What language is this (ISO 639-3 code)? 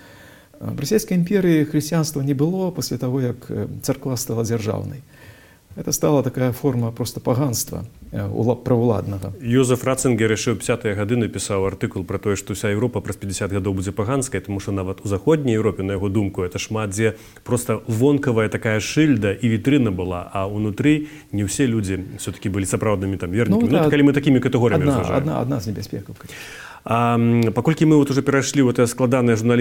bel